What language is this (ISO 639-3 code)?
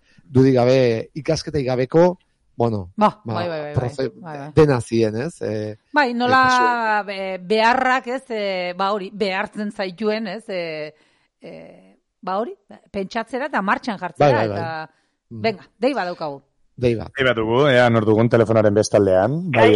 eus